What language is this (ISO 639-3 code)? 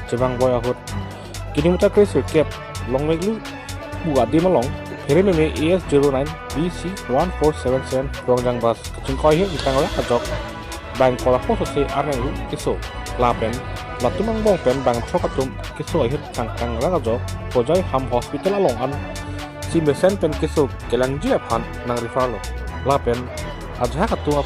mjw